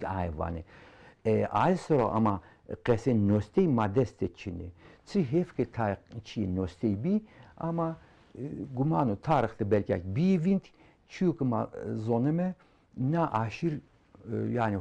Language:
Zaza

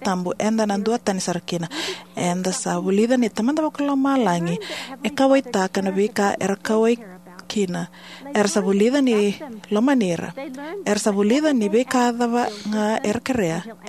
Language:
Fijian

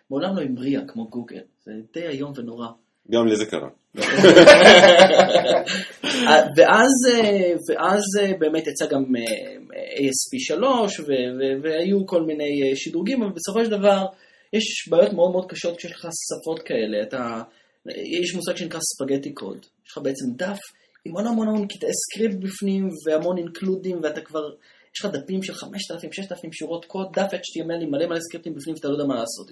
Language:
Hebrew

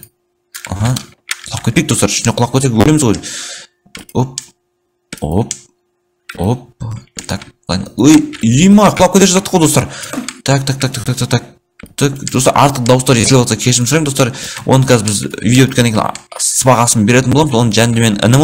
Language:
Kazakh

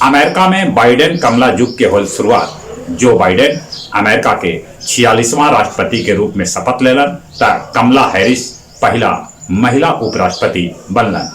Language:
Magahi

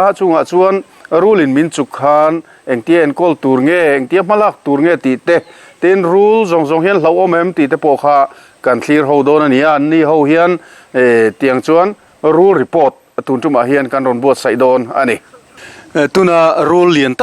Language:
Mizo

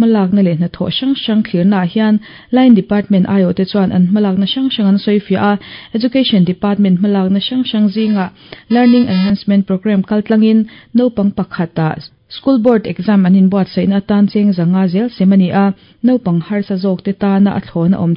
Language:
Mizo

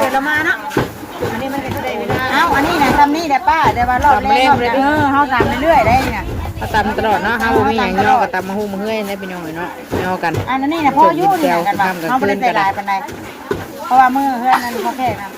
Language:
Northeastern Thai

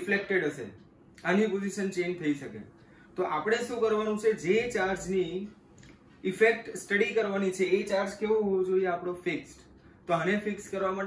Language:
Gujarati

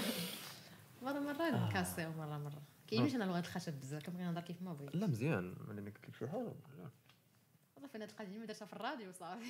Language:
Moroccan Arabic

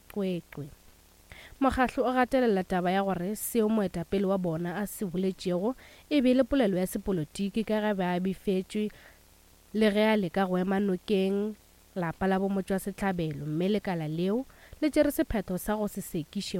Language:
Northern Sotho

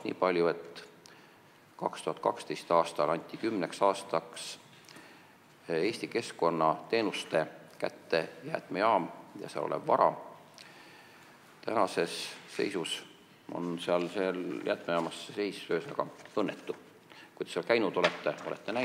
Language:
Estonian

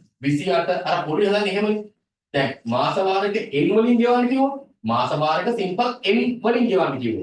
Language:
Sinhala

